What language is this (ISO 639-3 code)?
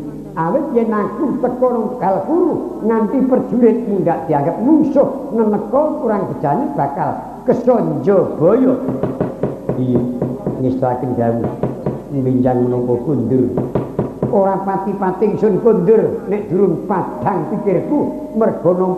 jav